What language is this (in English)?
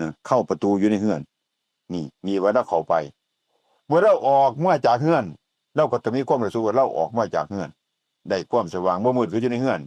Northeastern Thai